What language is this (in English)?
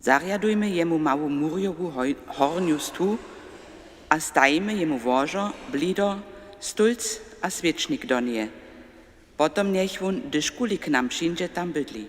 Upper Sorbian